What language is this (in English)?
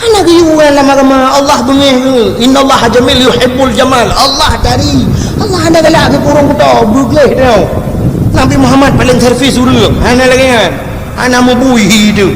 Achinese